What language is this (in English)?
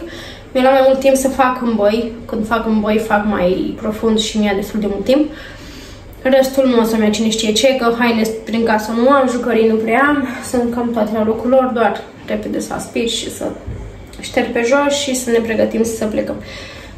Romanian